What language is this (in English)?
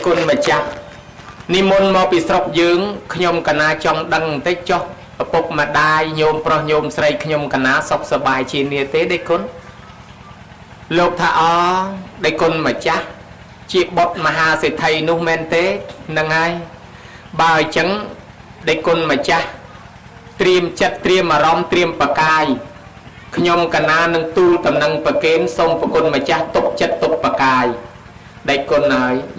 Khmer